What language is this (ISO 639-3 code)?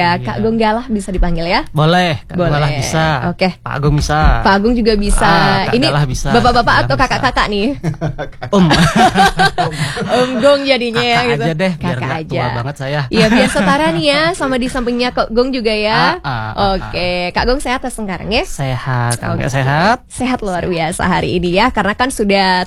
ind